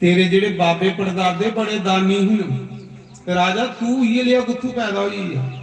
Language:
Dogri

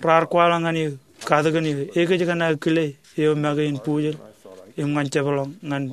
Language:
Marshallese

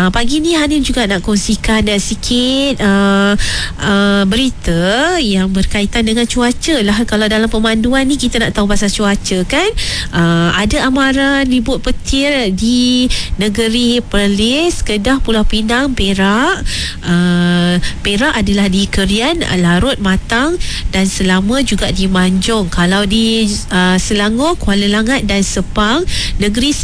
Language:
Malay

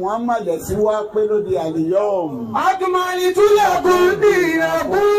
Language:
Yoruba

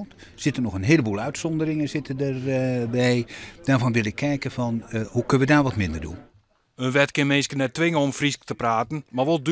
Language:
Western Frisian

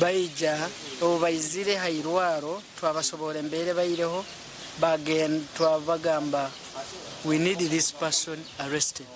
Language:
Nyankole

